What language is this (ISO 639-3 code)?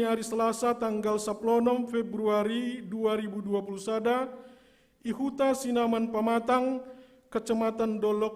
bts